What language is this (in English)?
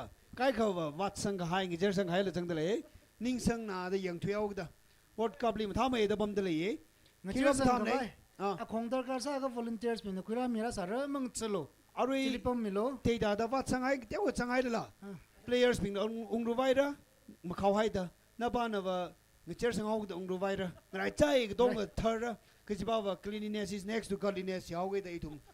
Tangkhul Naga (India)